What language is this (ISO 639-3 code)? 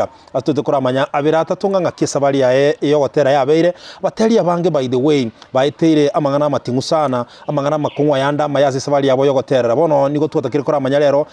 guz